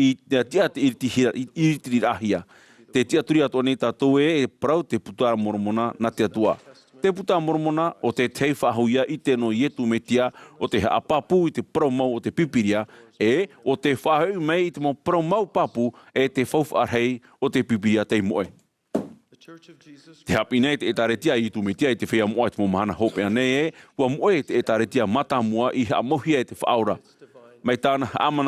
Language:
Tahitian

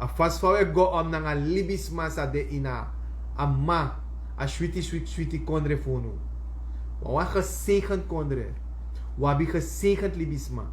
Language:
Sranan Tongo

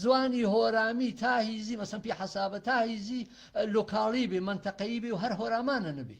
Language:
Gurani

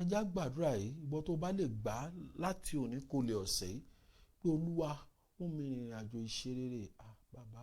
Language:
Yoruba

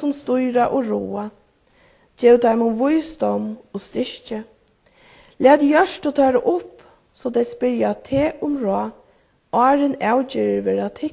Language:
Faroese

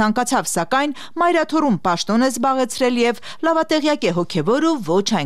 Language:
Armenian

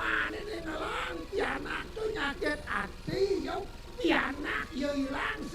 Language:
Balinese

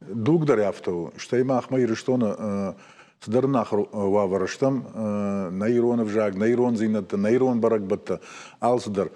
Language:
Ossetic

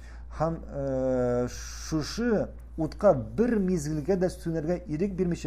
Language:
Tatar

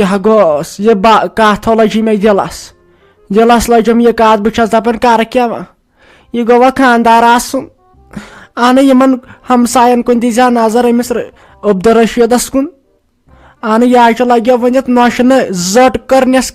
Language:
Kashmiri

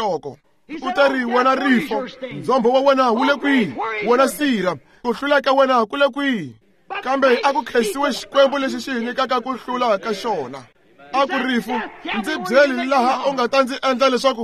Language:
Tsonga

